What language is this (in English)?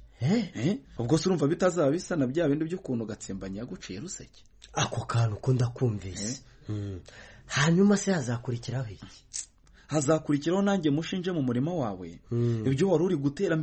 Kinyarwanda